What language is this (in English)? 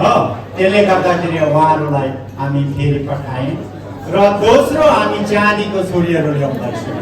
Nepali